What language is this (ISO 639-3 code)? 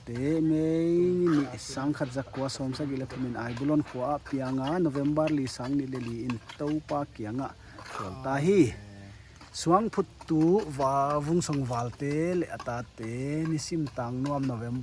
pck